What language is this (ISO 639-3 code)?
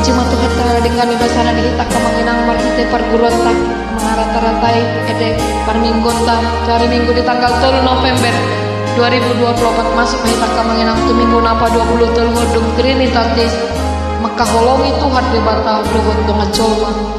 bbc